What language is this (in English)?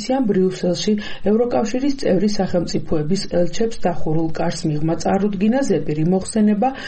Georgian